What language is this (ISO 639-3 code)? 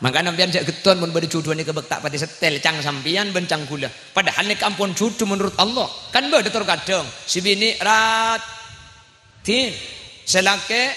mad